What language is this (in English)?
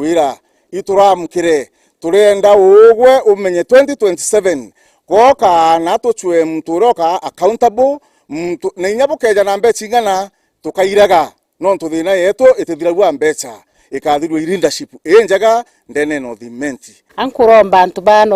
Meru